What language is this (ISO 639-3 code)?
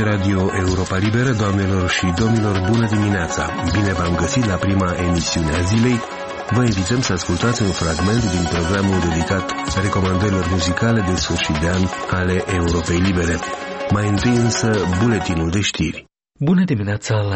ron